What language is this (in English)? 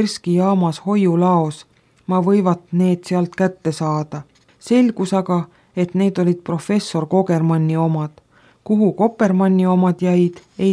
Estonian